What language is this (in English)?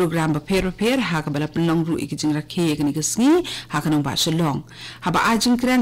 Khasi